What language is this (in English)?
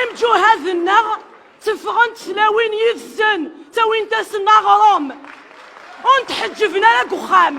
Kabyle